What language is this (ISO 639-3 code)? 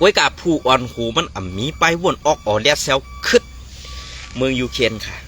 shn